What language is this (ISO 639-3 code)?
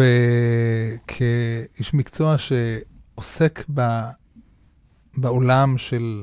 heb